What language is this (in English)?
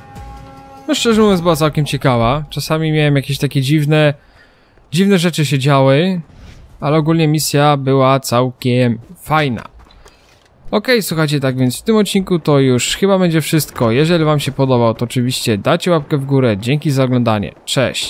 Polish